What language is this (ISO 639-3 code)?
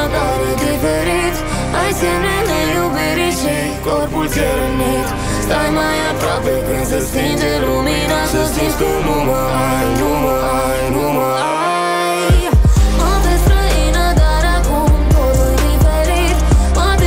ron